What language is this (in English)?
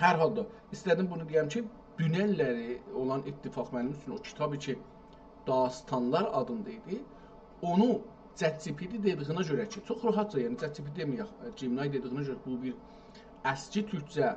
South Azerbaijani